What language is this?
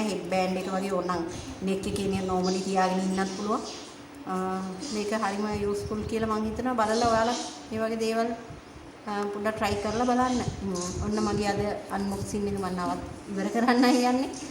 Sinhala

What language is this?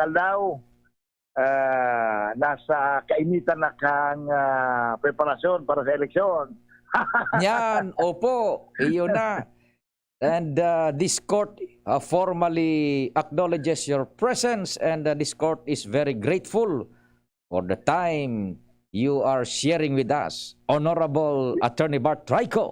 Bikol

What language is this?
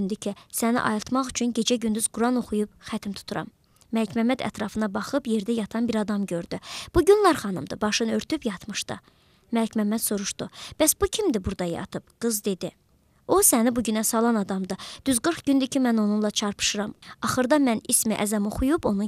Azerbaijani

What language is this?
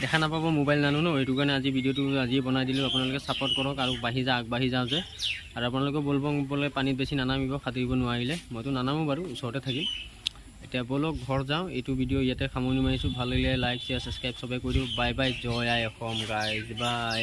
Assamese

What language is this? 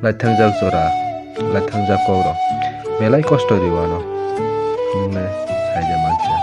Kok Borok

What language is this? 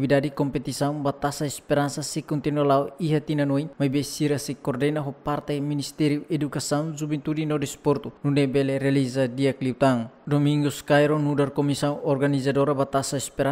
Tetum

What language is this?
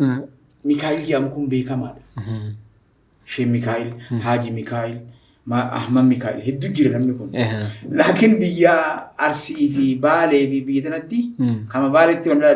Oromo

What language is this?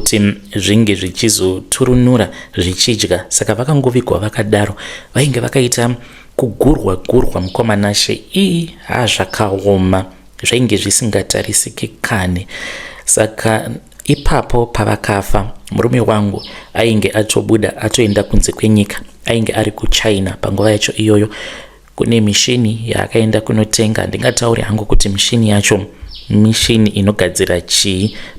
Shona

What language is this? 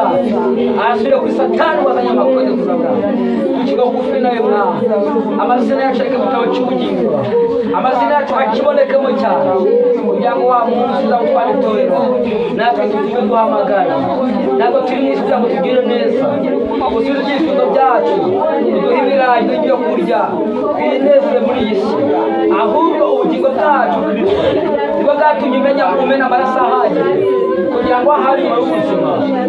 Kinyarwanda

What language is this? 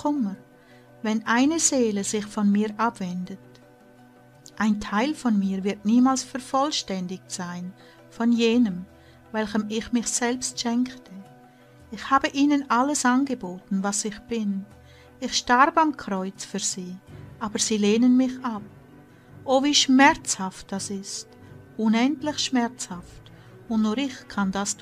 German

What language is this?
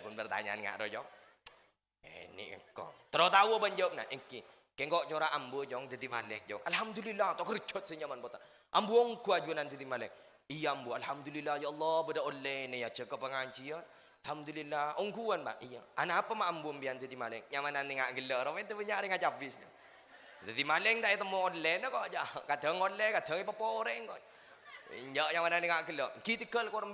Madurese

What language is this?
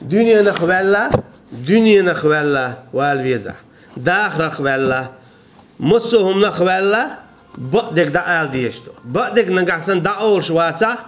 Chechen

